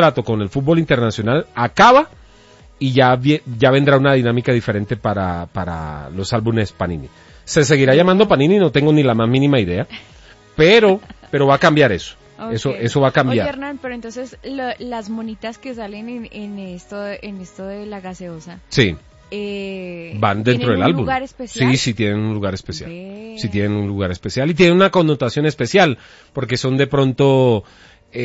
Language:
Spanish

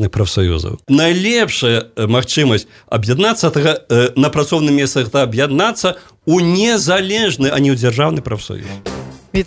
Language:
Belarusian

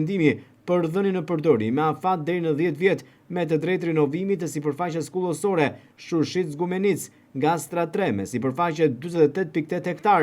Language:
Albanian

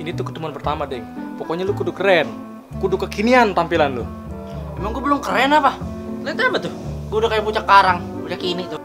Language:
Betawi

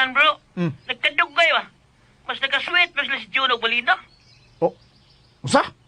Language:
Cebuano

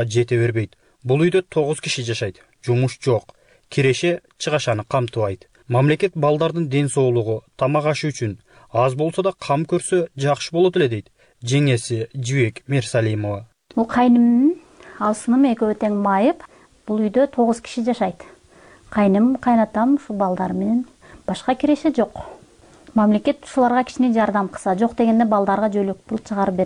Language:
Kyrgyz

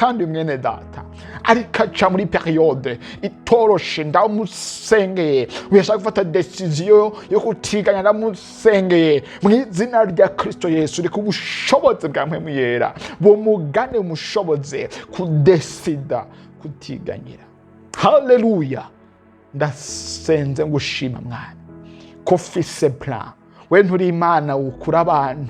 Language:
Rundi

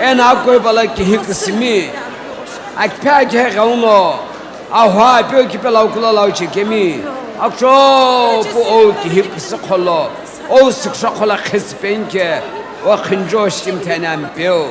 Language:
Sumi Naga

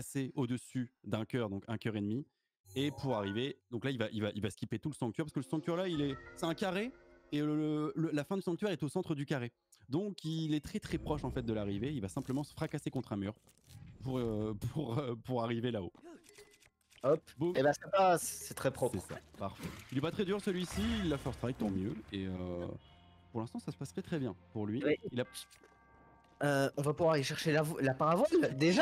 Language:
French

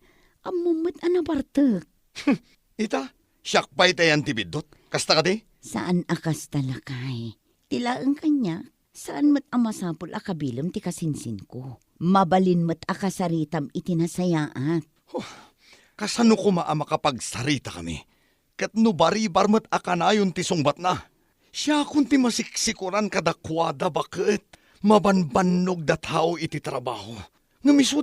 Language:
Iloko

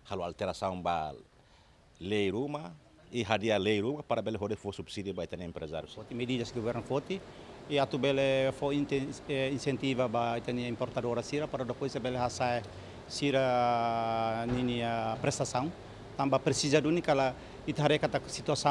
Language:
Tetum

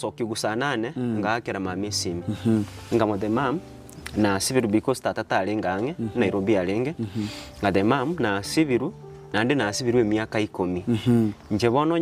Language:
Gusii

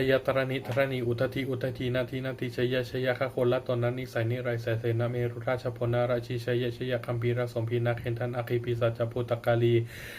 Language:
Pali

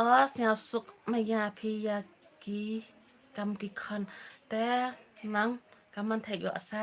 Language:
Khasi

